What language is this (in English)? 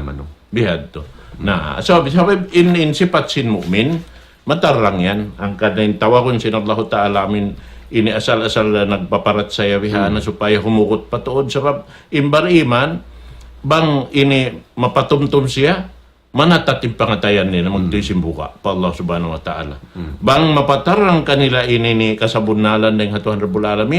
Tausug